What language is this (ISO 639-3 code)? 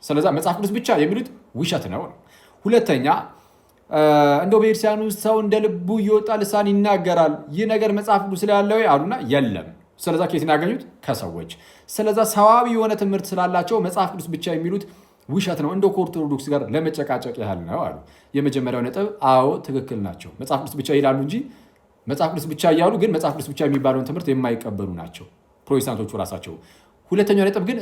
amh